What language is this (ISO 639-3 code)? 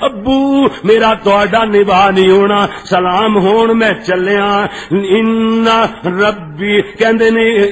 lah